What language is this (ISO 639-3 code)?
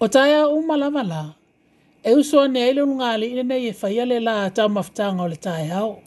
smo